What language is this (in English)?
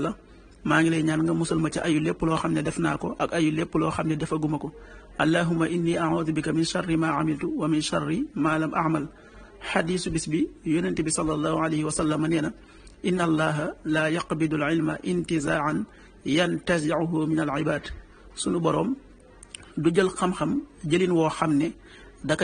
Wolof